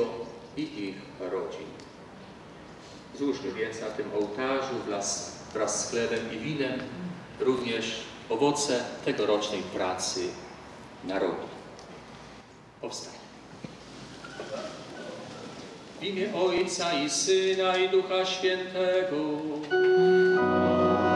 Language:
Polish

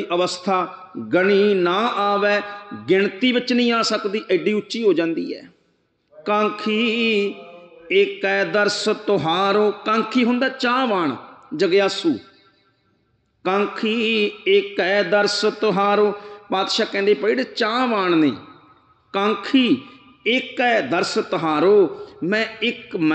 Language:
Punjabi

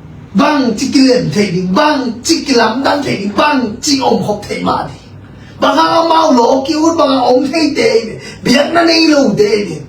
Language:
Tedim Chin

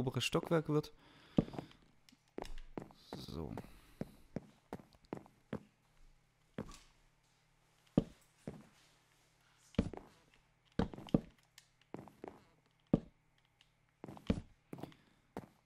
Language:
German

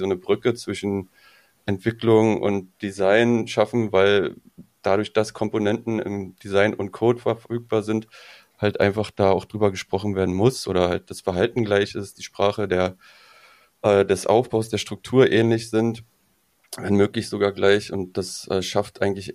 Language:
German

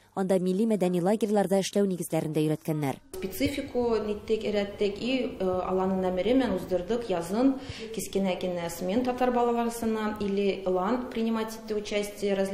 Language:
Tatar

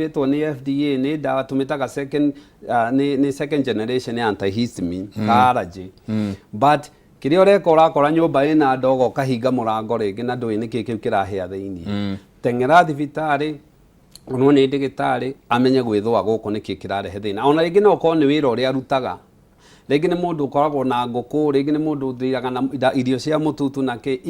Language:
Kikuyu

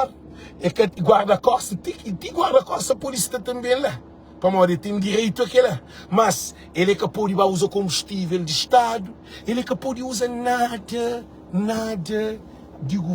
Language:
Kabuverdianu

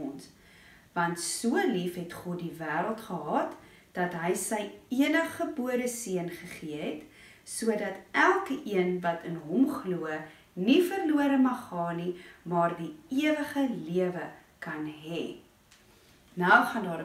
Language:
Afrikaans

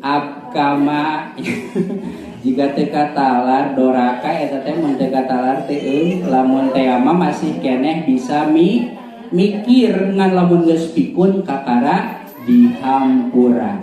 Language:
Sundanese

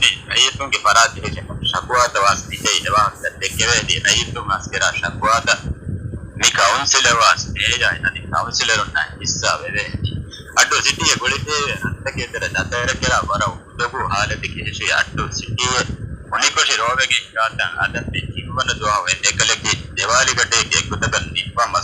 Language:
Divehi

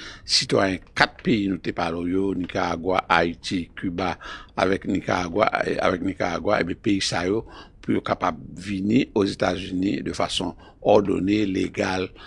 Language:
Haitian Creole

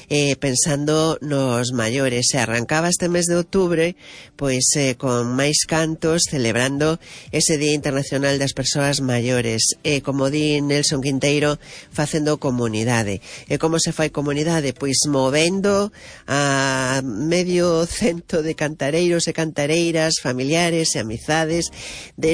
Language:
Galician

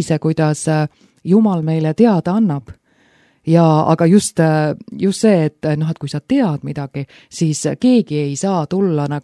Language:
Estonian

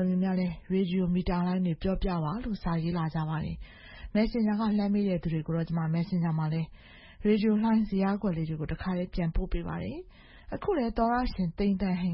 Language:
Burmese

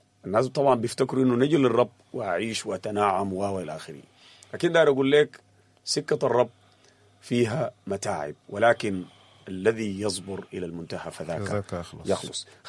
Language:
Sudanese Arabic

